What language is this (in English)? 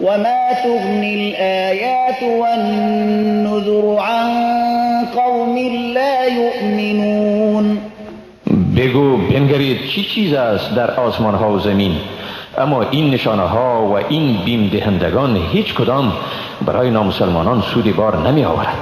Persian